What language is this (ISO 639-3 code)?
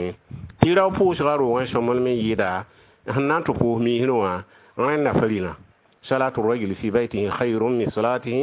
mos